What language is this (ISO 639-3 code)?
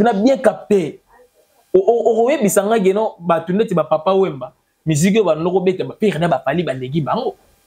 lin